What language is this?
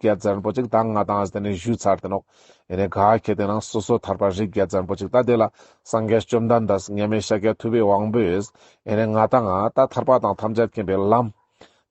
Ladakhi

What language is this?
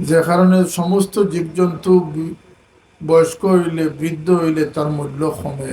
Sylheti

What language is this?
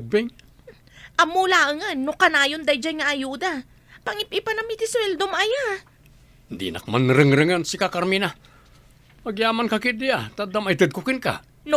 Iloko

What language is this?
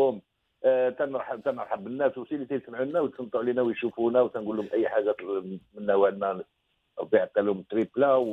Moroccan Arabic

